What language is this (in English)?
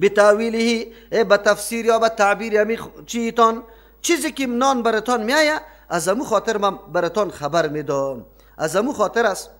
Persian